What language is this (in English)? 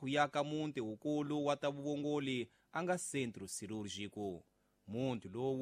Tsonga